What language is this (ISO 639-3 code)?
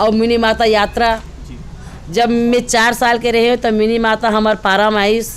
hne